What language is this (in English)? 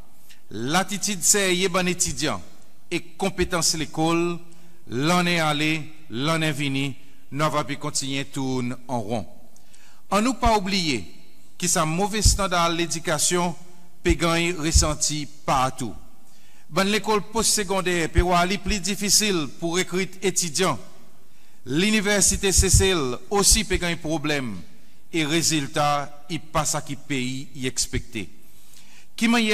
Seselwa Creole French